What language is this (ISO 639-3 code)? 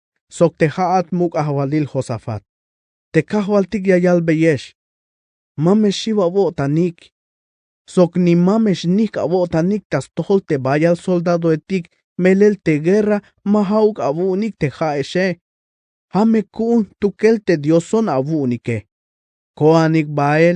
tzh